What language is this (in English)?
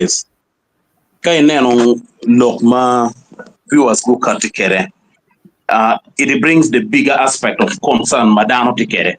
Acoli